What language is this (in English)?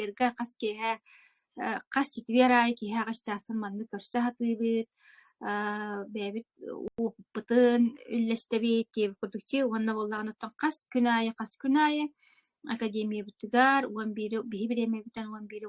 Yakut